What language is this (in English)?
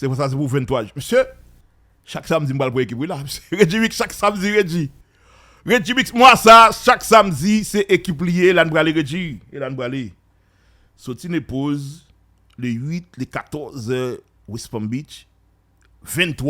Haitian Creole